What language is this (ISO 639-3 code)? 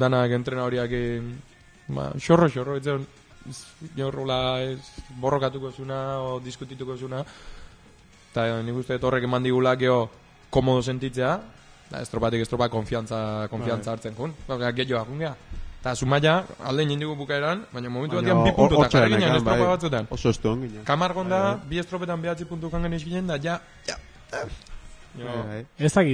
eus